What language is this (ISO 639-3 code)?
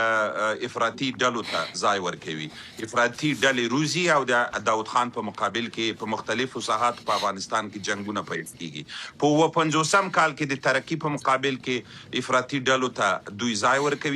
pus